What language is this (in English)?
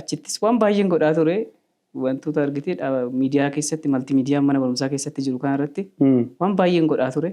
Oromo